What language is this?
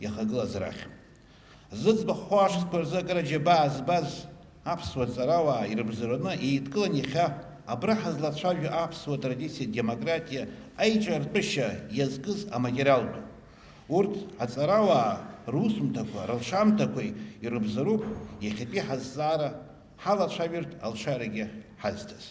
Abkhazian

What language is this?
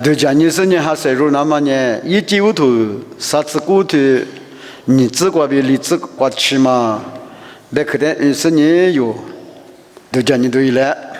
Lisu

